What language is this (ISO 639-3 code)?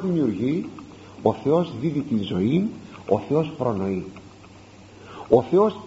ell